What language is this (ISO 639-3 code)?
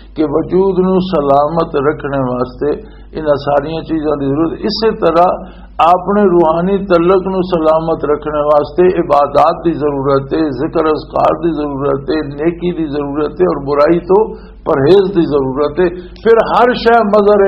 lah